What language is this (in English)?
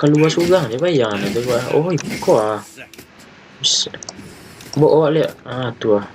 Minangkabau